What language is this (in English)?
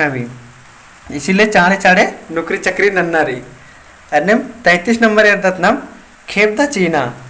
Kurukh